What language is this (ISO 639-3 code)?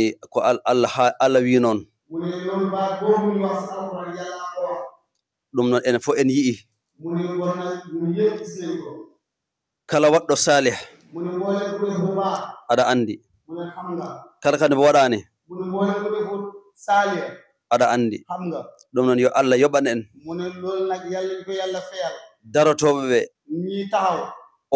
ful